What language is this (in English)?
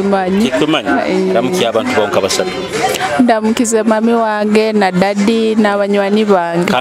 Nyoro